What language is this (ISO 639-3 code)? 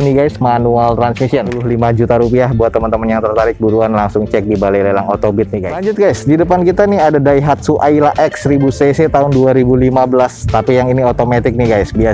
ind